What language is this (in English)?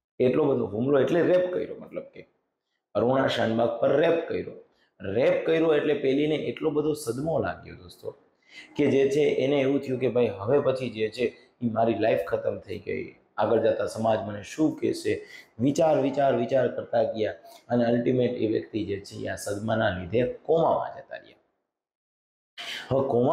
Gujarati